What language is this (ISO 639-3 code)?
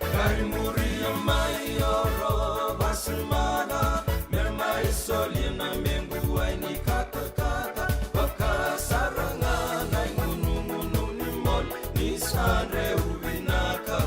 fij